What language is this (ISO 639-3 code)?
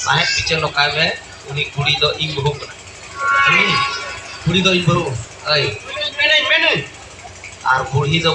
sat